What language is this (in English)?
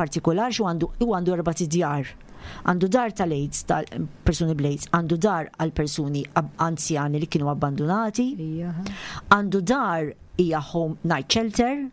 Maltese